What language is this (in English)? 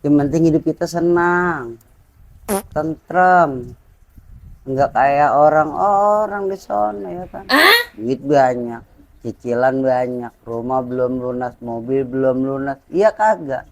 Betawi